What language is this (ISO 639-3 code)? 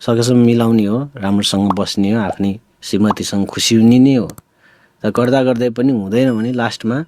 nep